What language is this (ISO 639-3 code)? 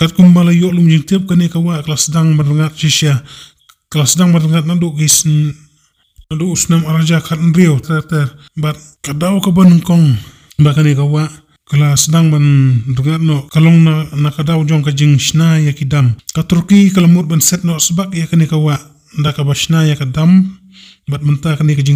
kha